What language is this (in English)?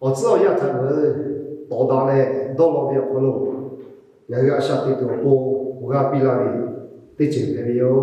Lahu